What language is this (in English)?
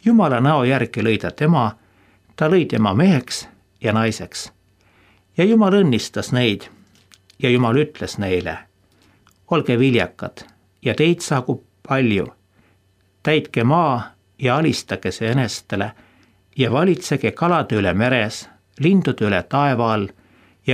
Estonian